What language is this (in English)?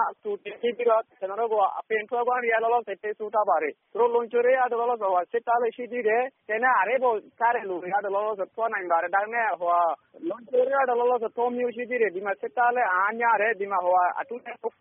Burmese